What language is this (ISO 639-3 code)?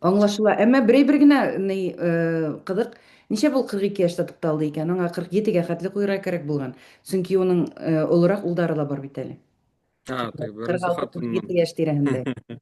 bak